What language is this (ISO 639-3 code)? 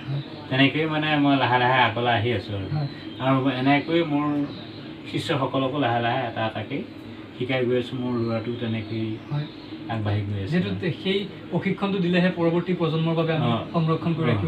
asm